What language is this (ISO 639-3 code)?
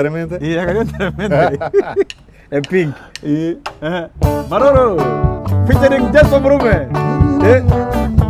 mer